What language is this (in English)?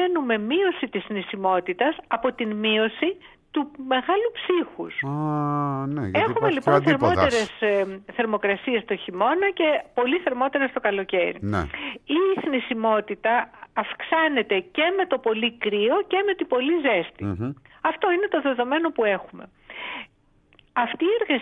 Greek